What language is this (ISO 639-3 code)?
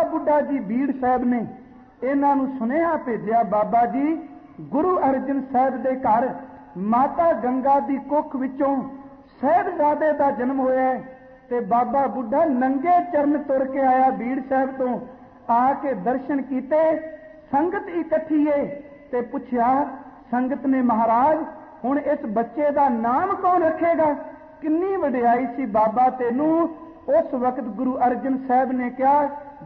pan